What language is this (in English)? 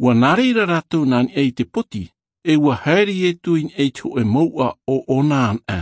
Tahitian